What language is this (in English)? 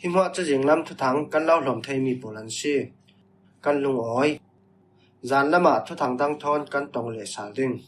Falam Chin